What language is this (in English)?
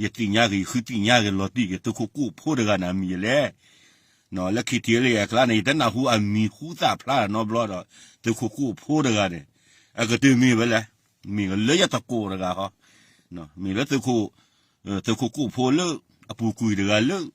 S'gaw Karen